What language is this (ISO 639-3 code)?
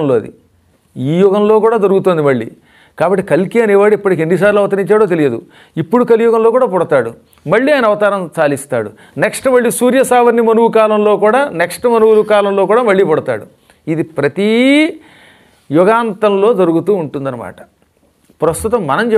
tel